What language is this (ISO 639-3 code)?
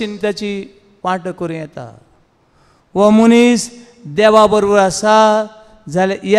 kok